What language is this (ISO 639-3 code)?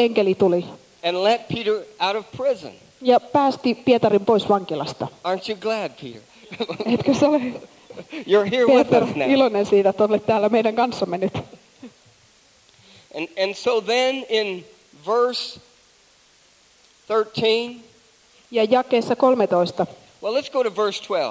fin